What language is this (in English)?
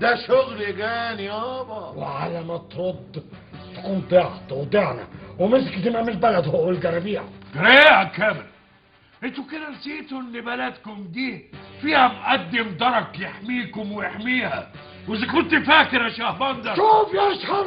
Egyptian Arabic